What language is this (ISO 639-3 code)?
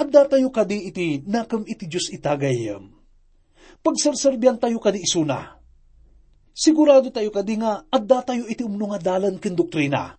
ilo